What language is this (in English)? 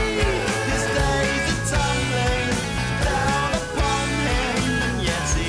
English